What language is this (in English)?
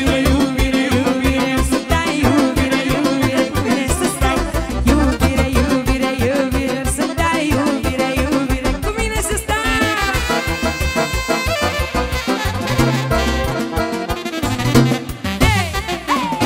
Romanian